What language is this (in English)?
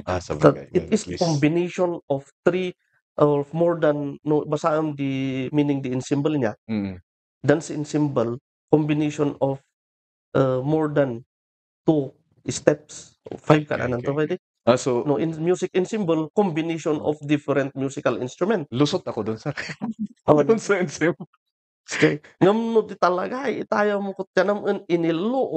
Kankanaey